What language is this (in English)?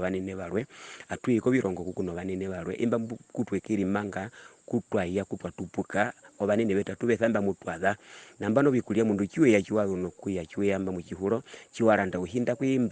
Herero